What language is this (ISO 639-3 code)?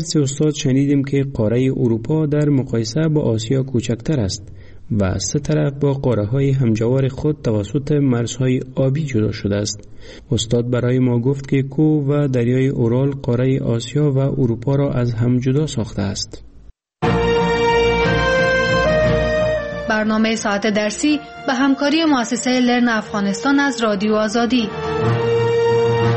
fas